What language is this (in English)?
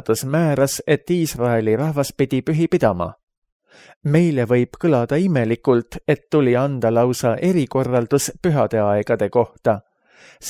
Estonian